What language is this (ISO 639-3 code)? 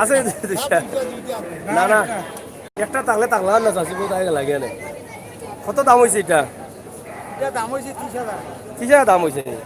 syl